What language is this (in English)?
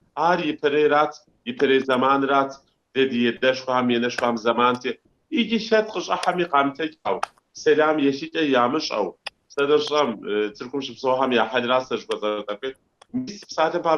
Kabardian